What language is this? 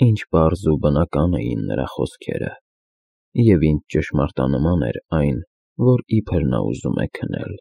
Armenian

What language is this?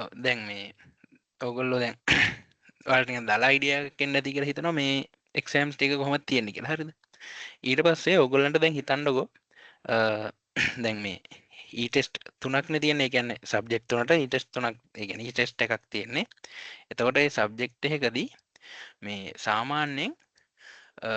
Sinhala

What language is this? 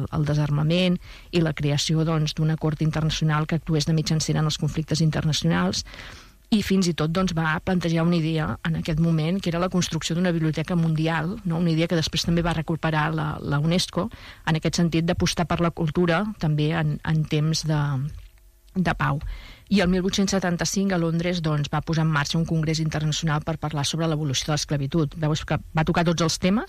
Catalan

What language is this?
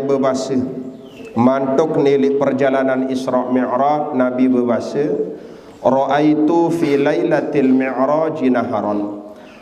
Sasak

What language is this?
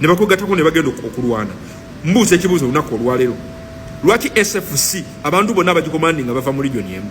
Ganda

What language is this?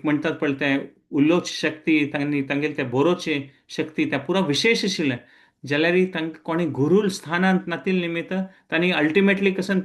Konkani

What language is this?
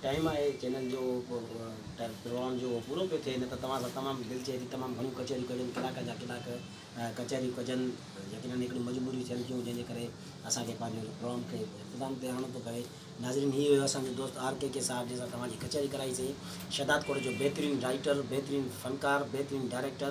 Sindhi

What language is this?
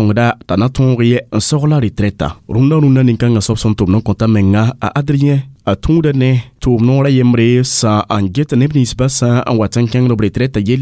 Mossi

